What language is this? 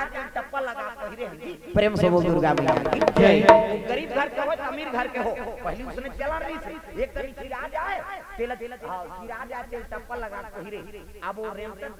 Chhattisgarhi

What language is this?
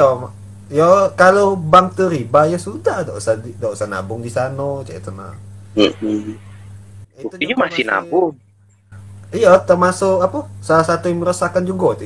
Musi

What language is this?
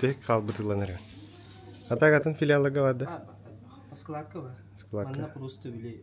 Yakut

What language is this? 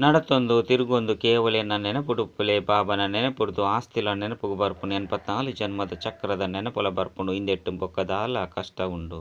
Tulu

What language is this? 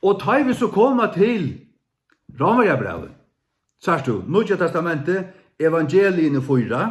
Faroese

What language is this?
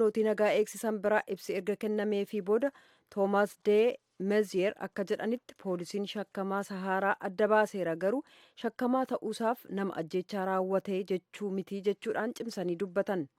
Oromo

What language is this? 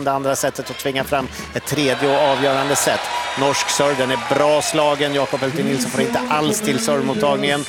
Swedish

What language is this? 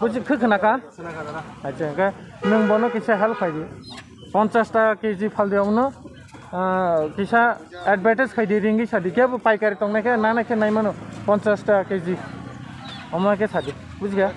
Kok Borok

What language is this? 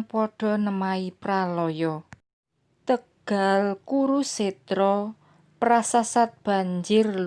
Javanese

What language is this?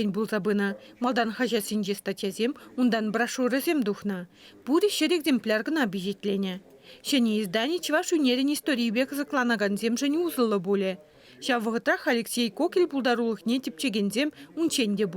Chuvash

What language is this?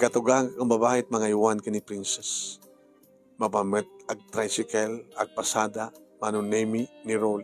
Iloko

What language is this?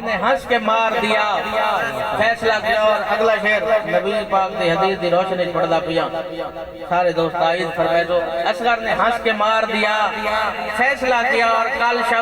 Saraiki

